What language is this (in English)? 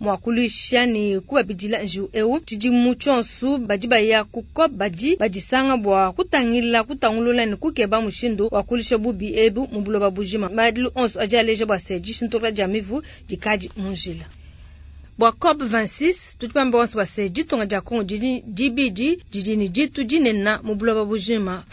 Luba-Lulua